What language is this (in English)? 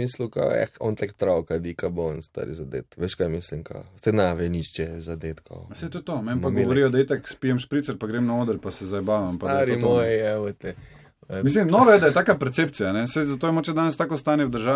Slovenian